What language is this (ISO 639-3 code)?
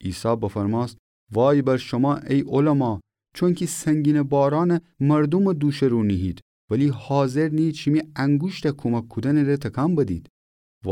glk